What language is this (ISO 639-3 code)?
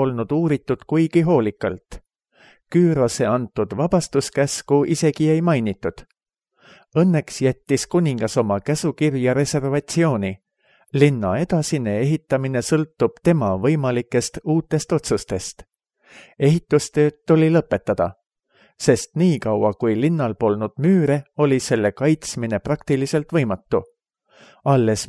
est